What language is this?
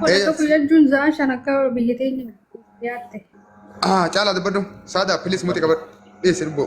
Oromo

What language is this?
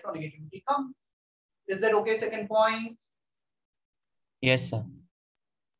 Hindi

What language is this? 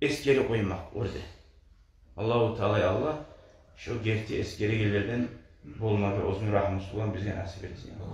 Kumyk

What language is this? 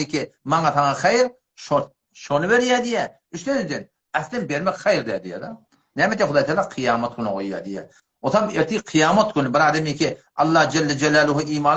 Turkmen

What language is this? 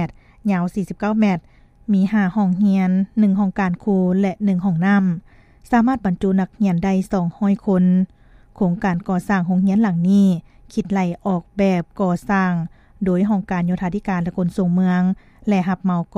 Lao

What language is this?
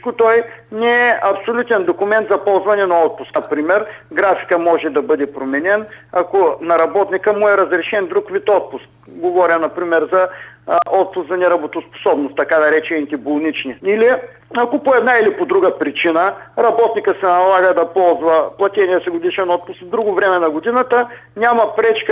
Bulgarian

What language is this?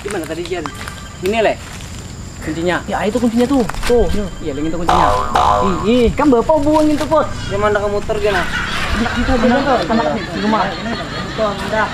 Banjar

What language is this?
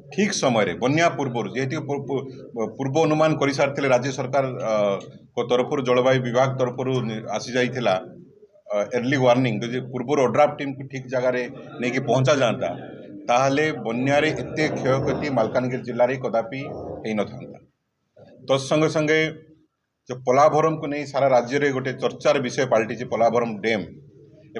Odia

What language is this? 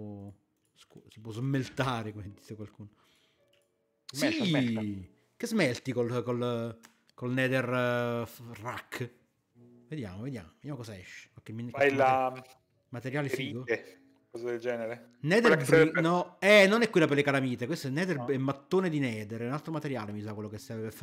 Italian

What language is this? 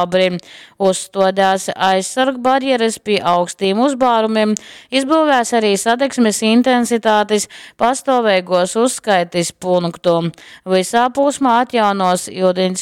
Latgalian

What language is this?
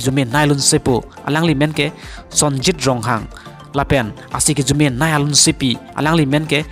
Karbi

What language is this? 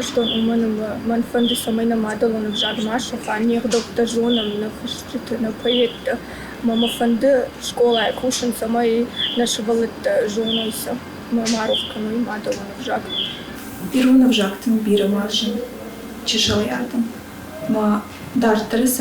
Ossetic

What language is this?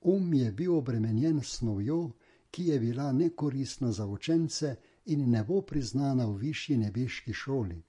Slovenian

